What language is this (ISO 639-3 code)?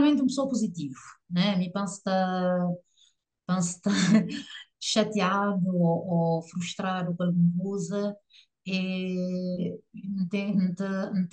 kea